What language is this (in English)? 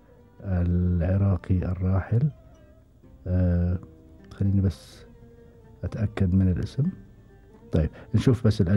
Gulf Arabic